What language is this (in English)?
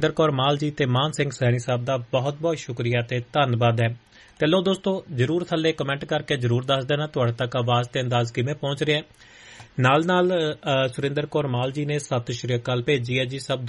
Punjabi